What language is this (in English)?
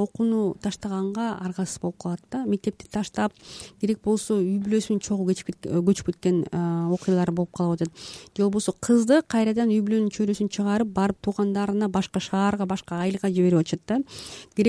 Kyrgyz